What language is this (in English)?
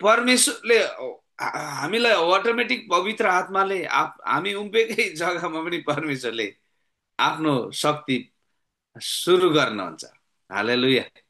Nepali